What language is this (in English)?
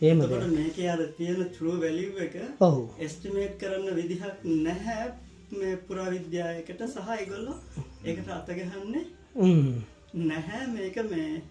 Sinhala